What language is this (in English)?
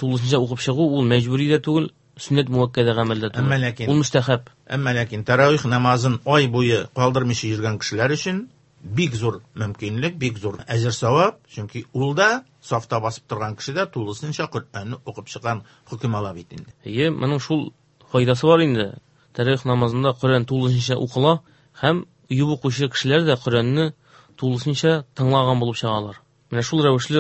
Tatar